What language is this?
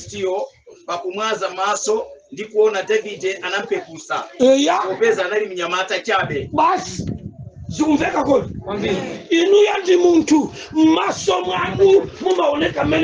Nyanja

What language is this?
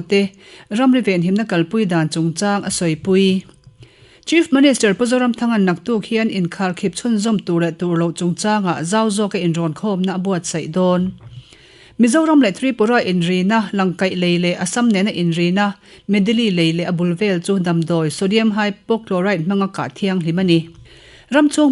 Mizo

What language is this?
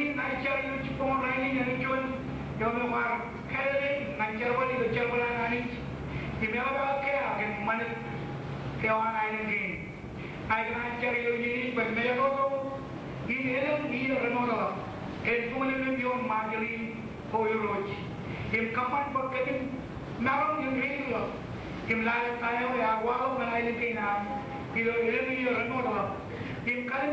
Marshallese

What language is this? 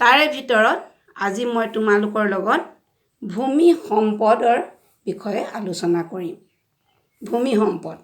Assamese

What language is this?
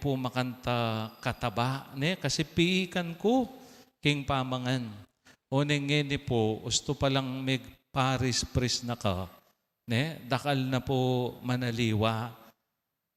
Pampanga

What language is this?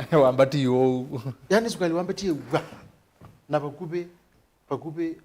Kamba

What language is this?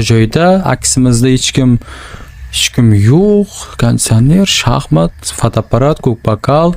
Uzbek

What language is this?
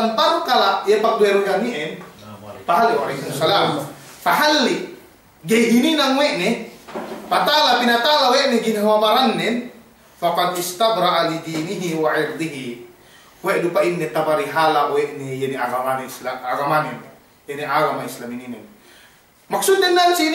Yakan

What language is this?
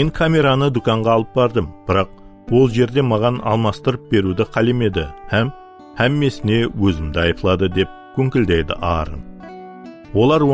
Kara-Kalpak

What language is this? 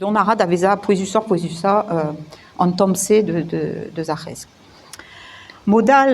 Breton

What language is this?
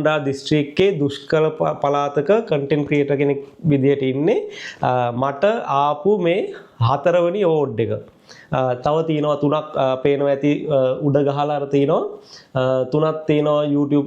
Sinhala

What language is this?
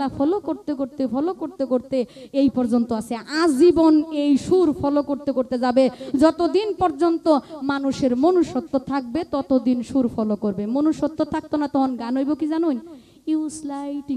Bangla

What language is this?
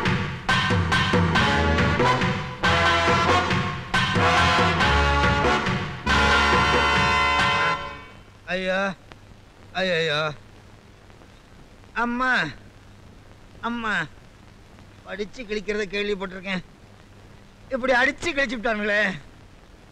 Tamil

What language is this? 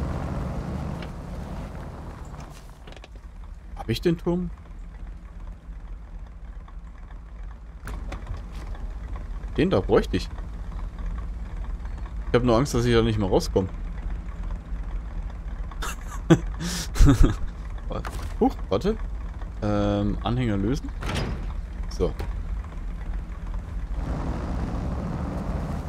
German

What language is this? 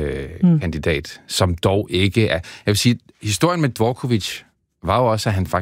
Danish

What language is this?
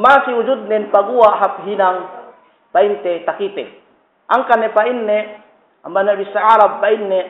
Yakan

